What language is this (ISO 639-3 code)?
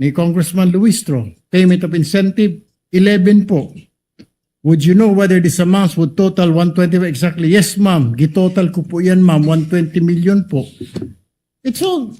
war